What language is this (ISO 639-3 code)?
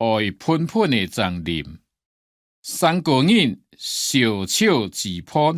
hak